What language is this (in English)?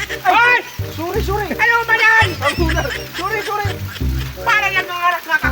Bikol